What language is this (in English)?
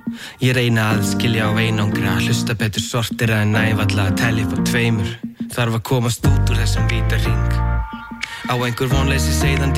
Icelandic